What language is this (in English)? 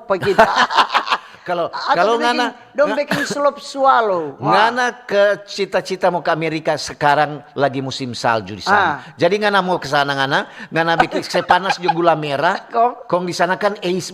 Manado Malay